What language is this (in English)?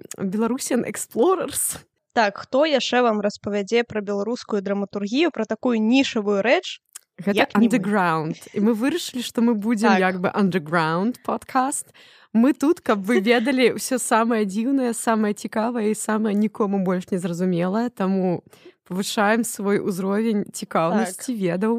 Belarusian